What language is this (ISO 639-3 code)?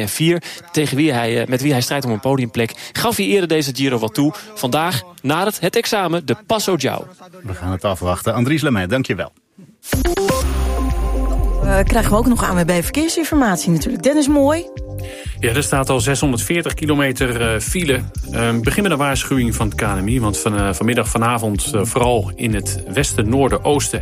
nld